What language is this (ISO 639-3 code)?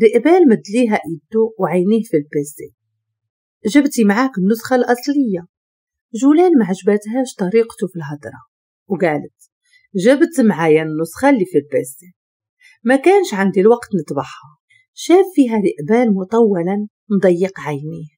ary